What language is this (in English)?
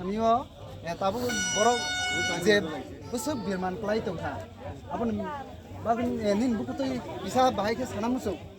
Riang (India)